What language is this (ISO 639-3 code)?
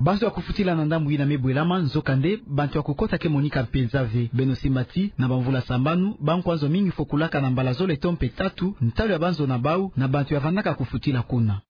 ktu